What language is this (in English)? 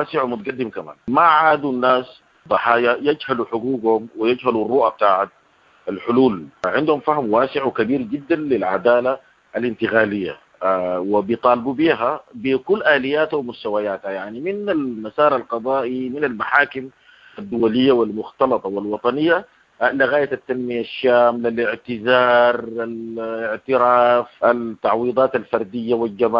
Sudanese Arabic